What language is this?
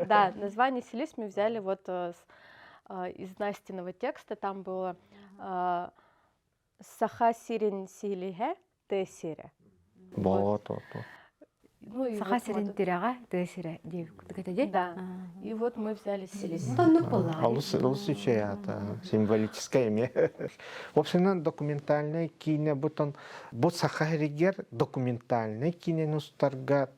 Yakut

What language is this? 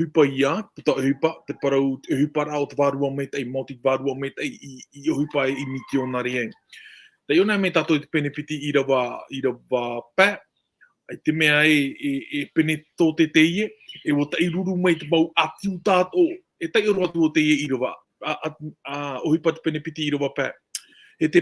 Tahitian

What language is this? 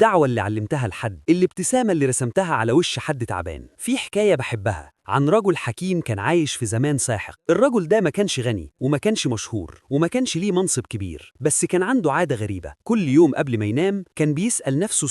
Egyptian Arabic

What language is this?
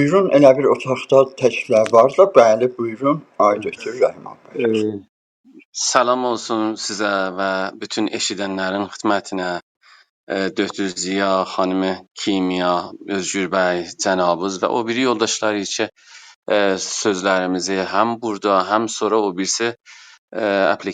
South Azerbaijani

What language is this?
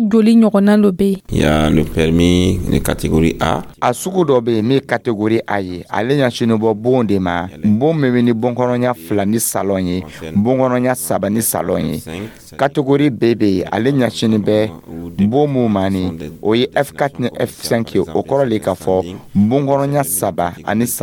Dyula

